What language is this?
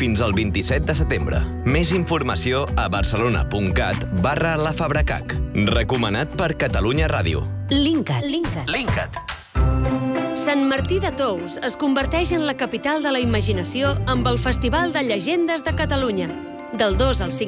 Catalan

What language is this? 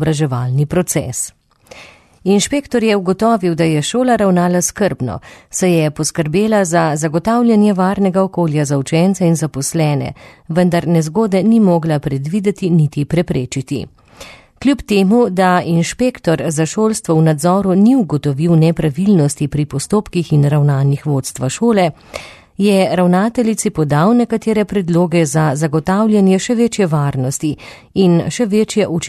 Slovenian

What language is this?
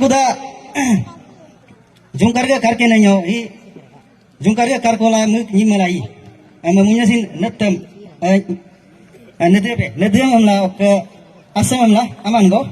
Galo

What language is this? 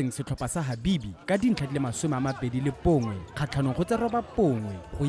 Tswana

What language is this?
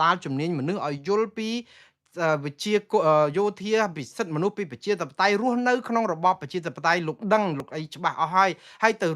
Khmer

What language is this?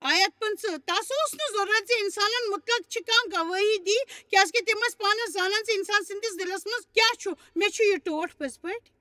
Kashmiri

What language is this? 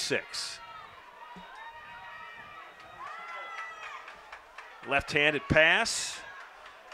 English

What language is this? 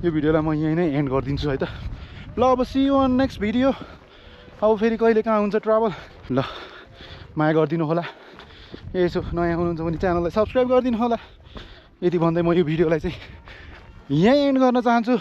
Nepali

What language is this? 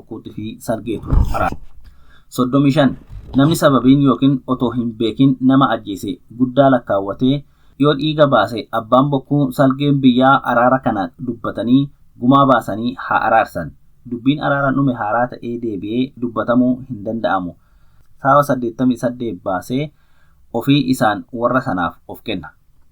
Oromo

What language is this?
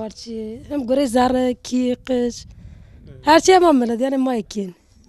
Zaza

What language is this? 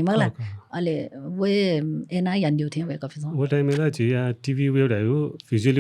Newari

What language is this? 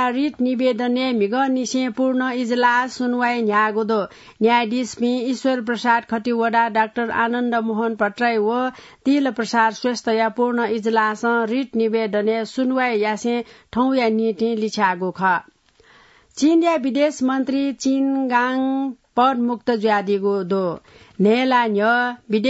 Newari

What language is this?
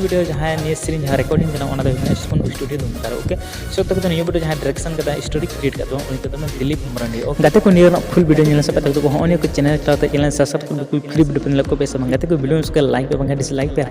Santali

